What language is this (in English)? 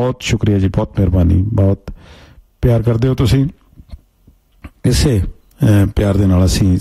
Punjabi